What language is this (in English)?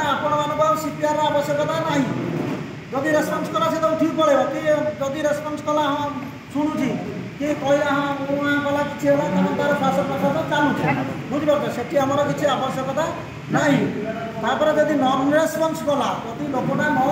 Odia